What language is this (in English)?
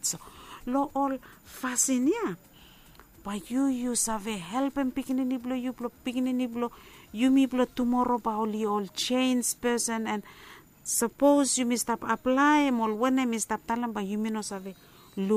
Bislama